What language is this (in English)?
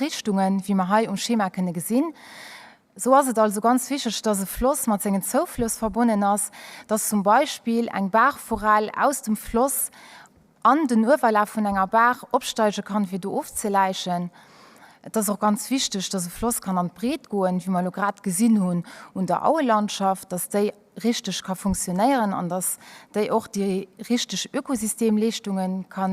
Luxembourgish